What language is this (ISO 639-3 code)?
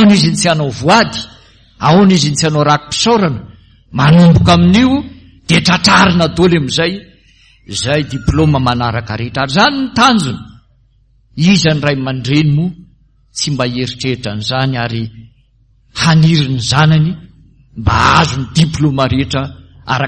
mlg